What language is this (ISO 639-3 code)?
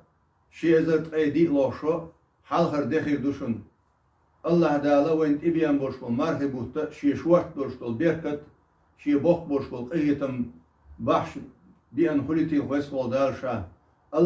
che